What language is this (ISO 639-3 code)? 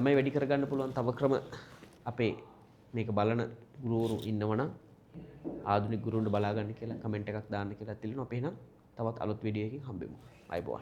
sin